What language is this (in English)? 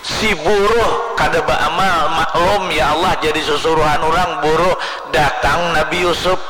Banjar